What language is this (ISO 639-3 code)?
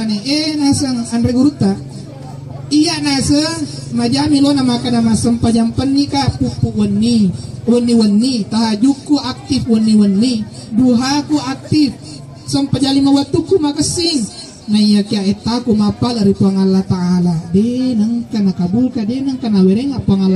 bug